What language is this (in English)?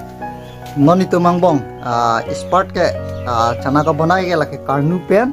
Karbi